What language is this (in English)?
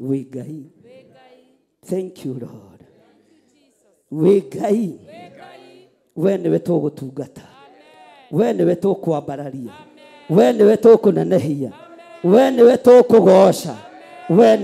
Kikuyu